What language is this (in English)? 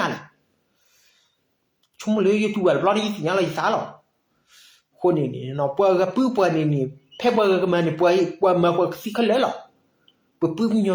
S'gaw Karen